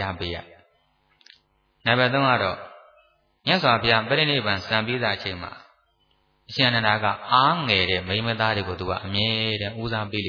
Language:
Burmese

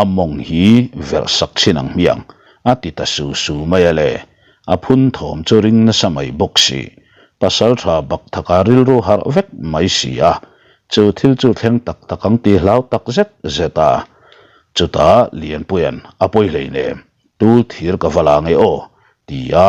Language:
Mizo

